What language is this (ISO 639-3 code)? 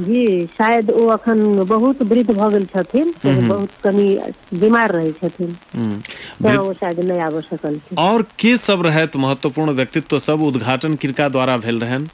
mai